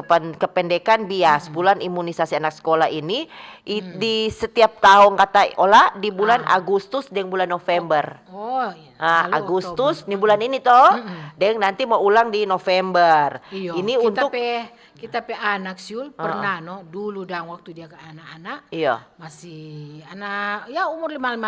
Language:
Manado Malay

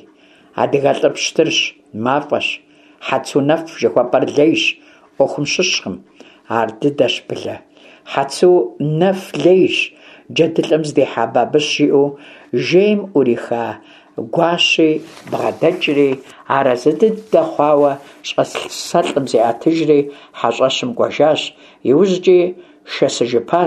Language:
Kabardian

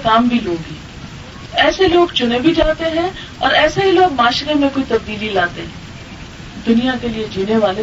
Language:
Urdu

